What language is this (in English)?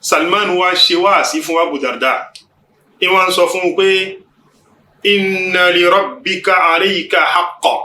Yoruba